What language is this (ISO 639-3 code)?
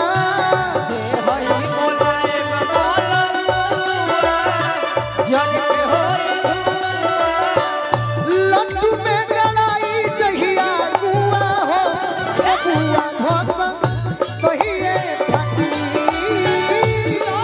bho